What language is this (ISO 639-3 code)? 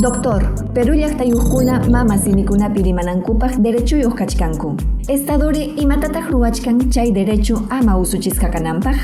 quy